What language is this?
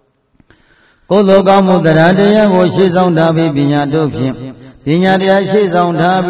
Burmese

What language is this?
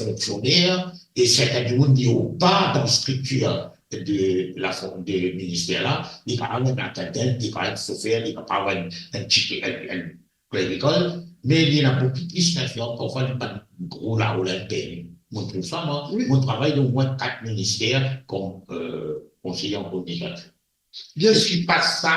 Morisyen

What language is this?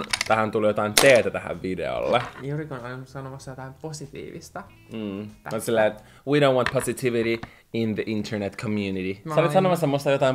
Finnish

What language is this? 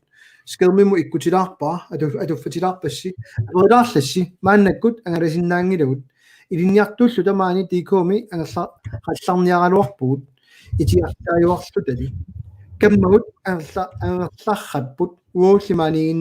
Kalaallisut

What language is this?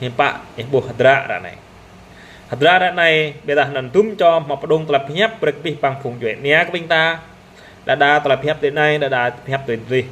Jarai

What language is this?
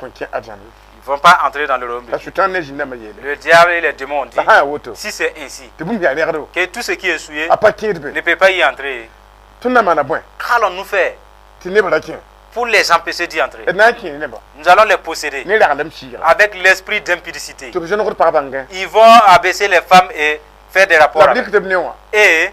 Mossi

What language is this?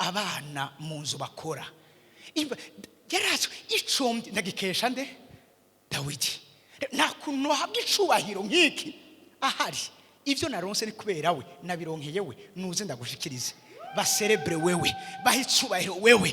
Rundi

